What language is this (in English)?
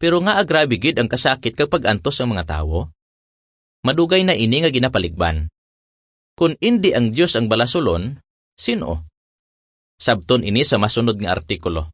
Hiligaynon